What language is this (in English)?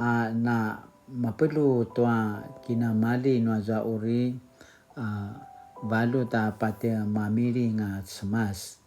Paiwan